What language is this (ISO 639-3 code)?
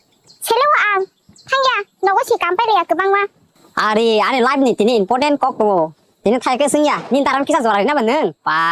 trp